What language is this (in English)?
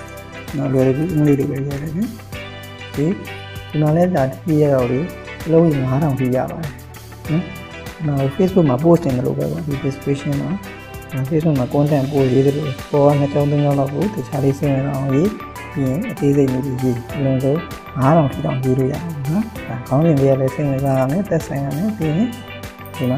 Burmese